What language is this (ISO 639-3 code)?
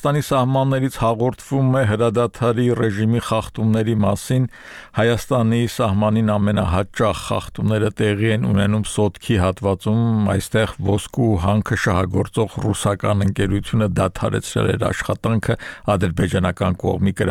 hye